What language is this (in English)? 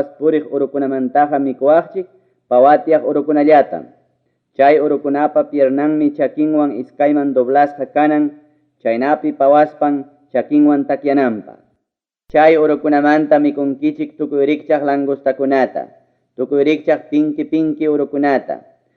Ayacucho Quechua